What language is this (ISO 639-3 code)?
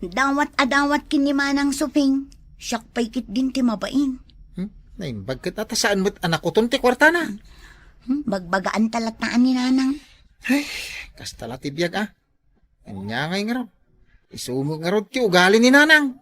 ilo